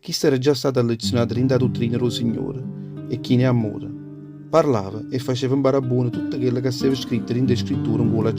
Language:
Neapolitan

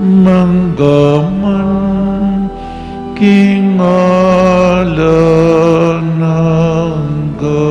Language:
Pampanga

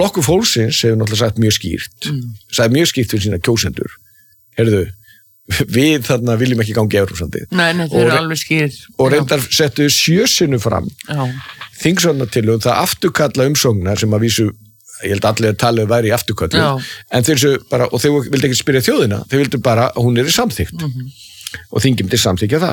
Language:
Icelandic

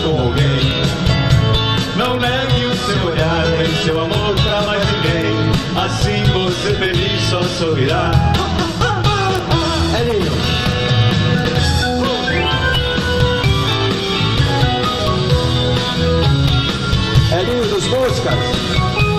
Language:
Portuguese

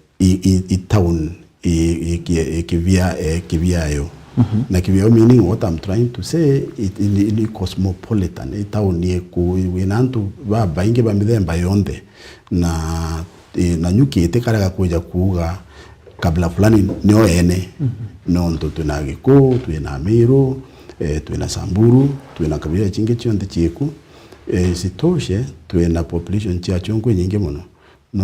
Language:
Meru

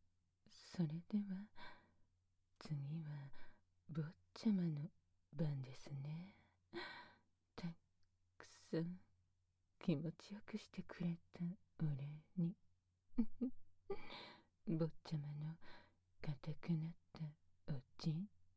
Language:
Japanese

